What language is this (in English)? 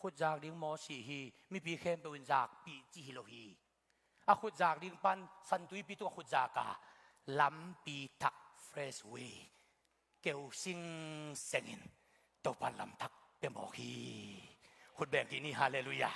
Tedim Chin